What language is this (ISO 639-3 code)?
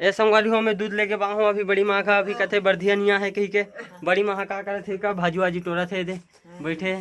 hne